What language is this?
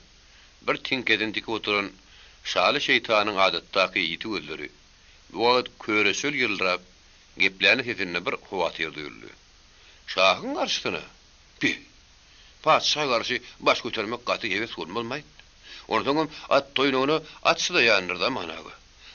Turkmen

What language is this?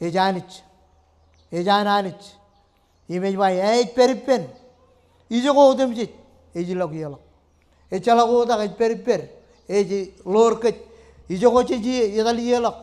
Marshallese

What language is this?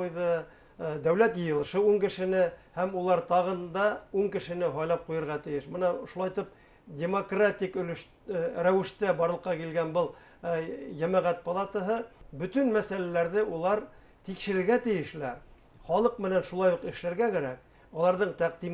Bashkir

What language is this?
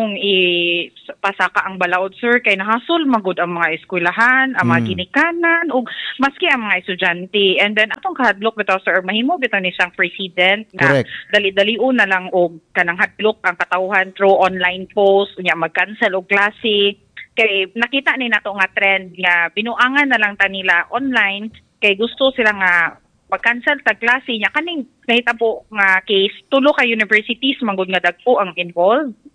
Cebuano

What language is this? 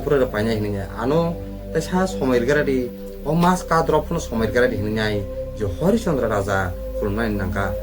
Kok Borok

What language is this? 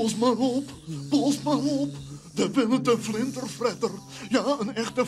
Western Frisian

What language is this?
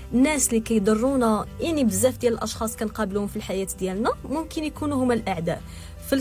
Moroccan Arabic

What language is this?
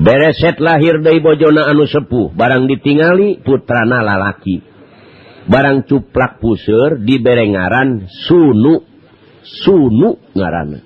Sundanese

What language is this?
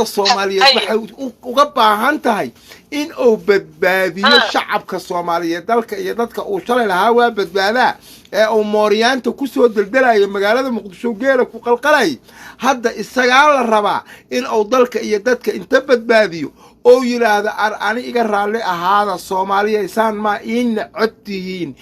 Somali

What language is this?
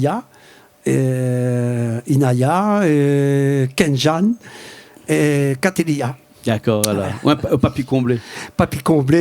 Réunion Creole French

